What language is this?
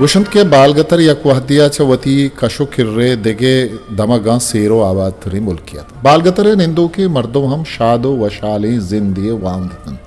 Eastern Balochi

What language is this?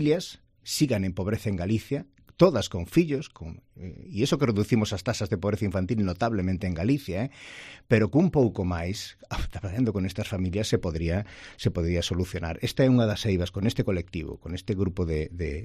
Galician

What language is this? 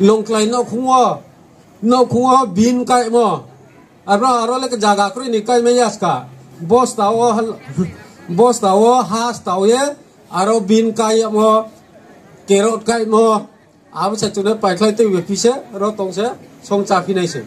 Riang (India)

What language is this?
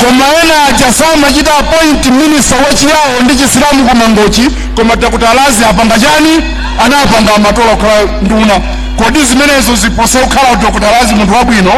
Nyanja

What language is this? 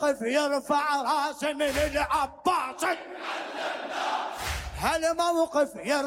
Mesopotamian Arabic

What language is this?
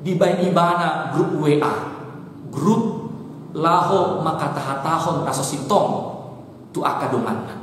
Batak Toba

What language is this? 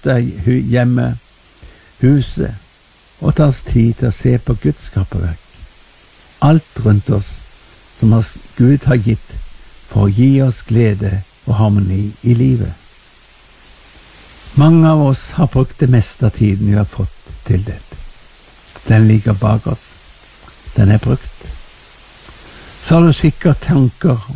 Norwegian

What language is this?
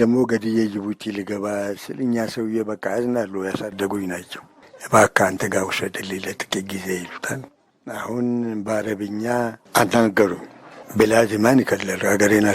Amharic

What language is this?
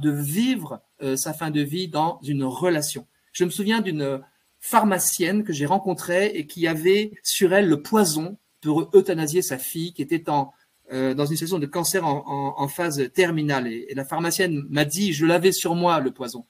French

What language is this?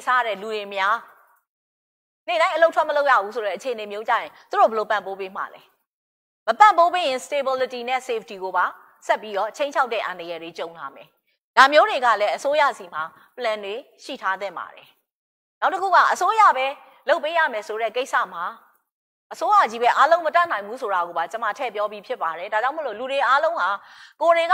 Burmese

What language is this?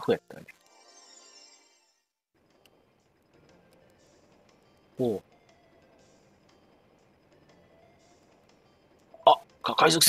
Japanese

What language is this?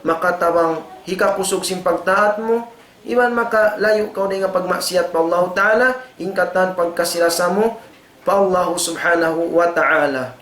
Tausug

